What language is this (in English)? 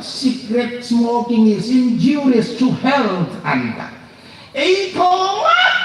Hmar